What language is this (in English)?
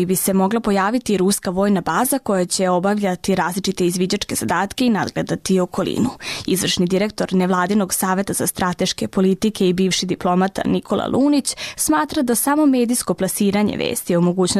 Serbian